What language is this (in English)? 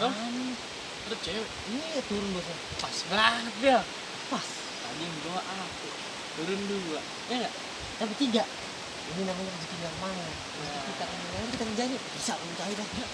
Betawi